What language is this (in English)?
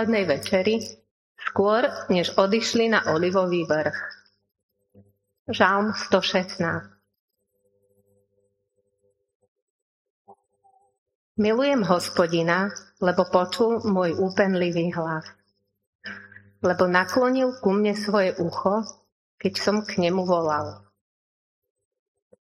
Slovak